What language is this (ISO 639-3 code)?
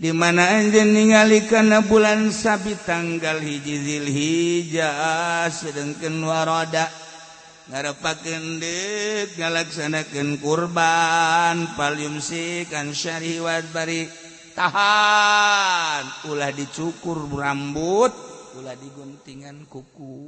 sun